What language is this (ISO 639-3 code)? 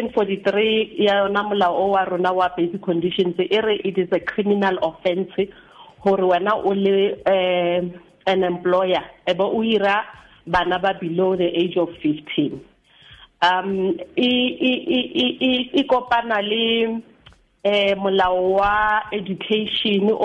sot